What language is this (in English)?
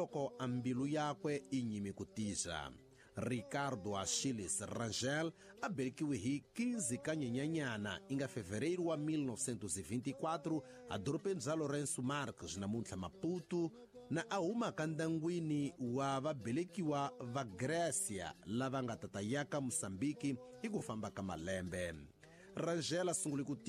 Tsonga